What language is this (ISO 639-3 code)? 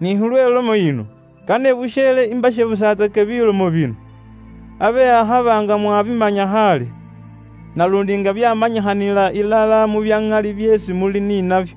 luy